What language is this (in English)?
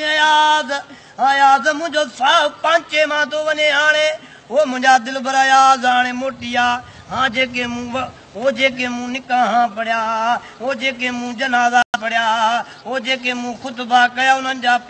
Sindhi